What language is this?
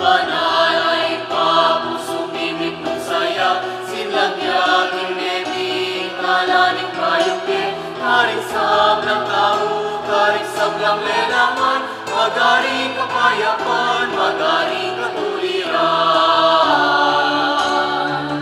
Pampanga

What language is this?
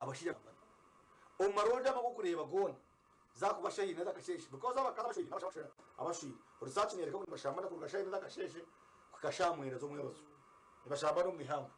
Nyankole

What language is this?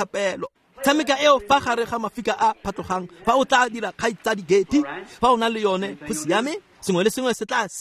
Tswana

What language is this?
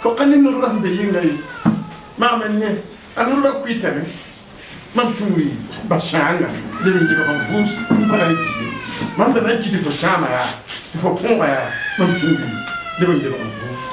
Mossi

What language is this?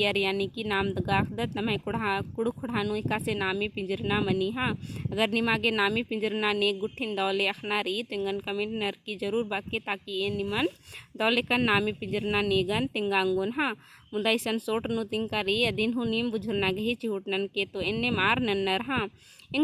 Kurukh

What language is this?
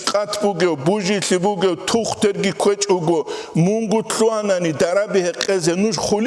Avaric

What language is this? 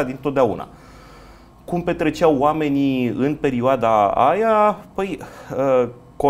Romanian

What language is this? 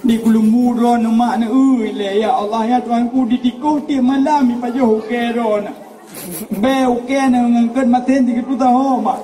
Achinese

